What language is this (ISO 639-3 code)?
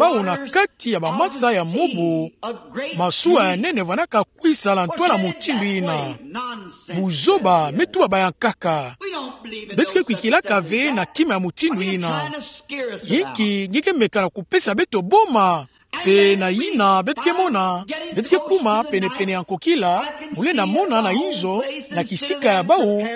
ktu